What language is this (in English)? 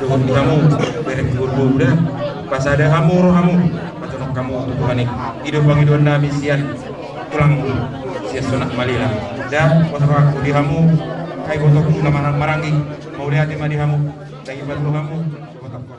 Batak Toba